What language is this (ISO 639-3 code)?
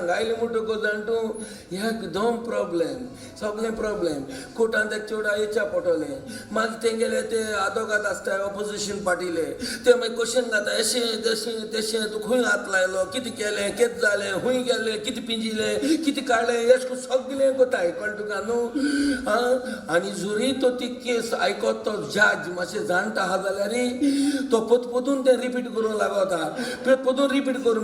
kok